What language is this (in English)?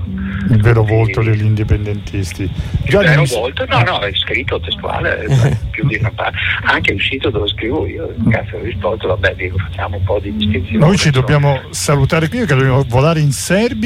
Italian